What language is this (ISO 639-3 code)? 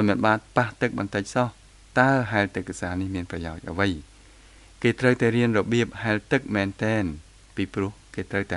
khm